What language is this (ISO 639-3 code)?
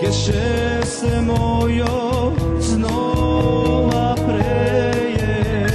rue